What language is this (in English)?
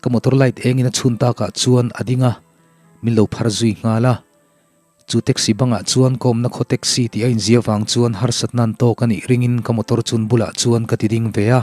Mizo